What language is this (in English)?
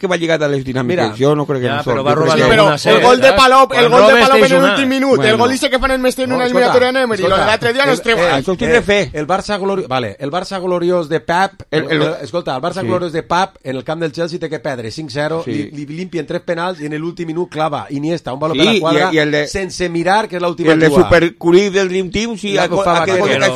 Catalan